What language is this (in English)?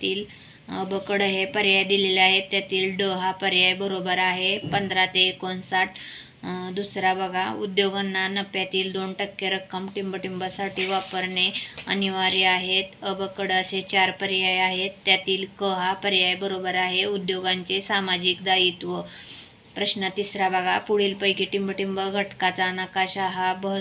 Marathi